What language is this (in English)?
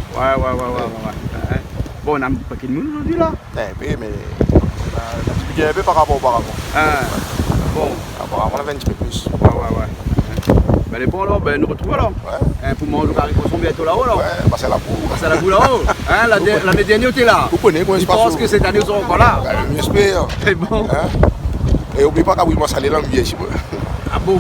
Réunion Creole French